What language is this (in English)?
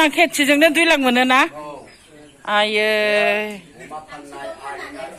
Bodo